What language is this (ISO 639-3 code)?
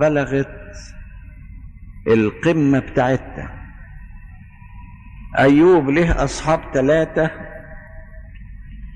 arz